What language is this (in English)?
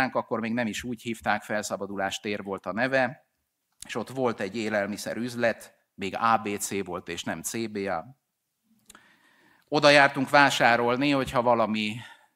Hungarian